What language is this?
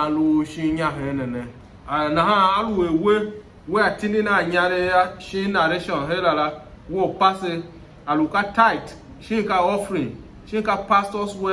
Tiv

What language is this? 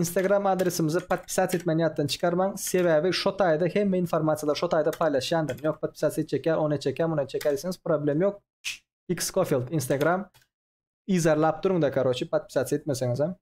Turkmen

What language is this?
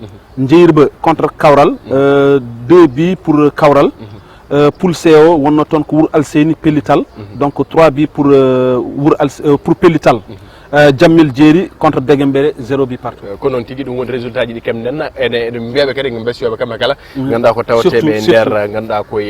Fula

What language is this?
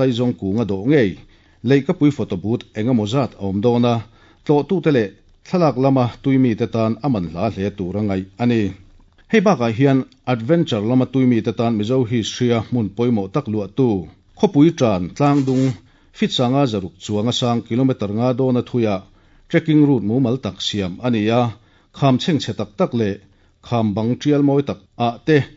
Mizo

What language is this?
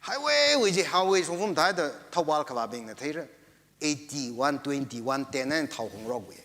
Tangkhul Naga (India)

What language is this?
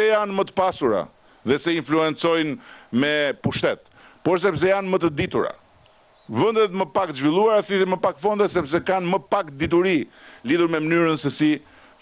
Albanian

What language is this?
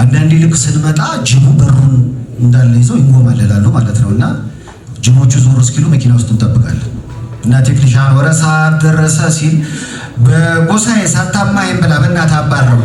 Amharic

